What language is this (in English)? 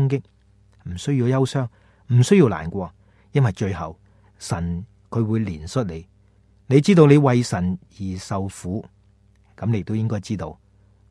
Cantonese